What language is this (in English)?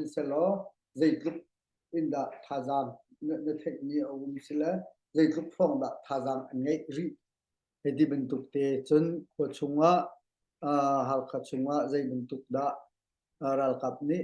Hakha Chin